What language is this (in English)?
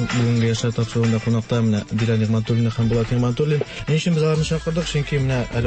Tatar